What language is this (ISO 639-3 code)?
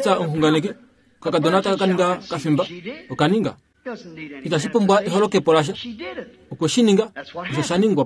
kua